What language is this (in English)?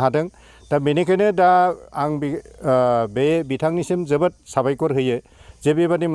Bodo